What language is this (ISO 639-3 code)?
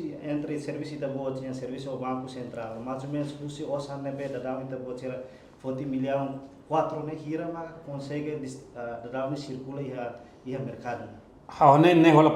tet